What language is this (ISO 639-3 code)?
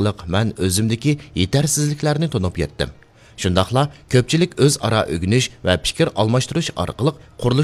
uig